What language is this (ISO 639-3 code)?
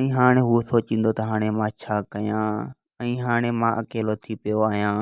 snd